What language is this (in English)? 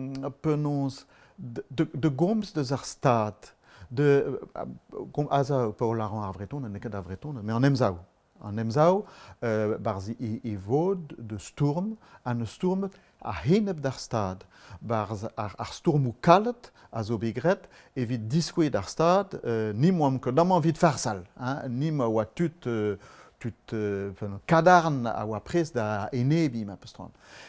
Breton